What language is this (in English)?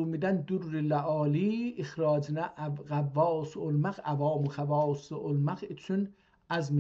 South Azerbaijani